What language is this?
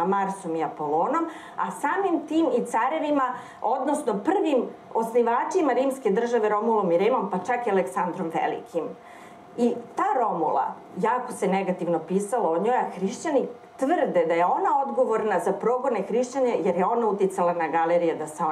Serbian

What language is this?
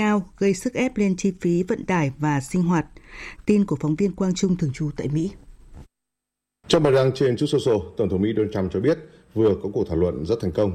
Vietnamese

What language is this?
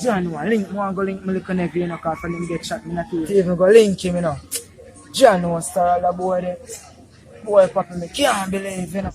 Jamaican Creole English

